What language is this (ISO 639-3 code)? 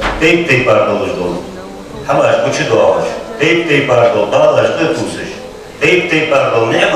inh